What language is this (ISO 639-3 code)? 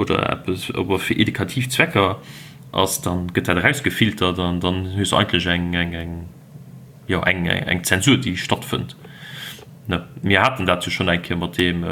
ltz